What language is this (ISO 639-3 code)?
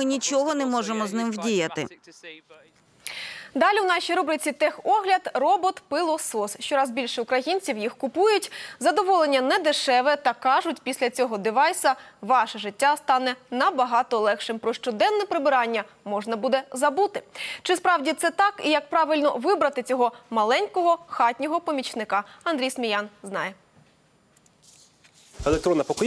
ukr